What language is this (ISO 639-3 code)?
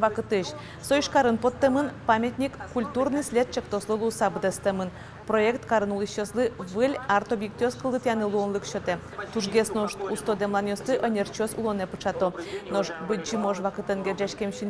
udm